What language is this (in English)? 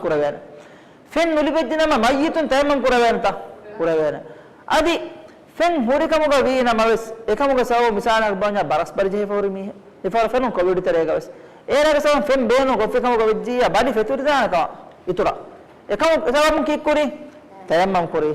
Divehi